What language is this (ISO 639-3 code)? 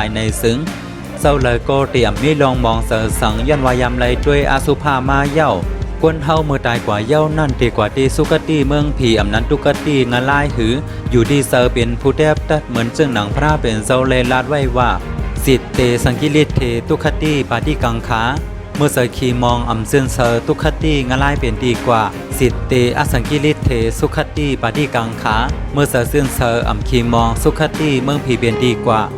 shn